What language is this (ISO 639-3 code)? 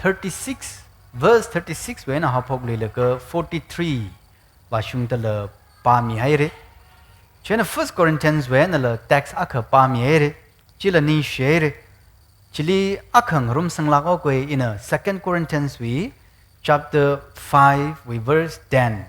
nmf